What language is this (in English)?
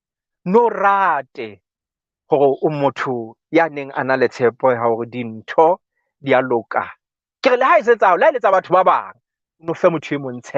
Southern Sotho